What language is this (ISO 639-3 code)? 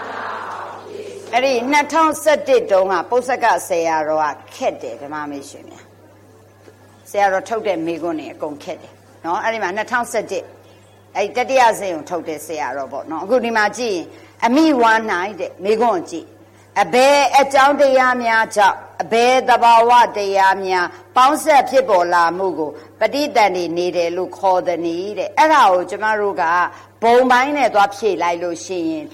mya